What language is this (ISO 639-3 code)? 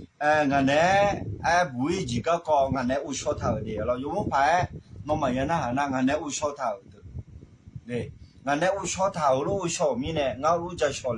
ahk